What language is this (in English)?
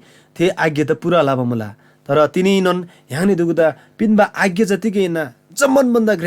Eastern Tamang